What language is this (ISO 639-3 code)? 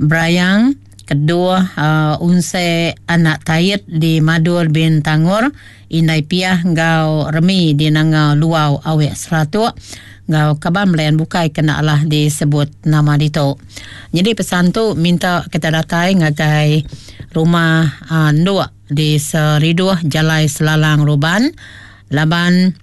iba